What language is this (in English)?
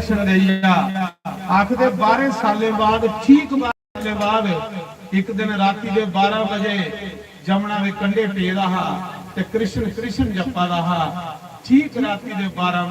Dogri